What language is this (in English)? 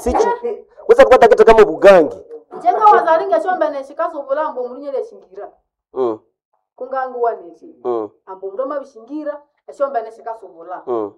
Nande